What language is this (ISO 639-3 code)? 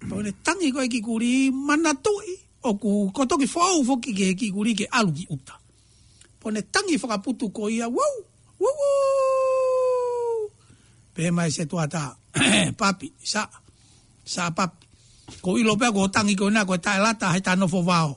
ton